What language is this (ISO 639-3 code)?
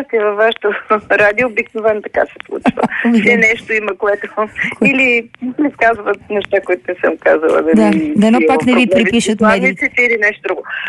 bul